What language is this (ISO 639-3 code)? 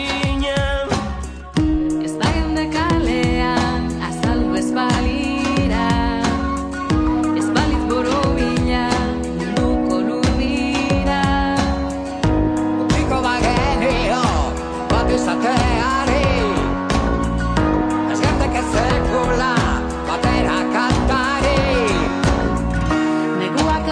eus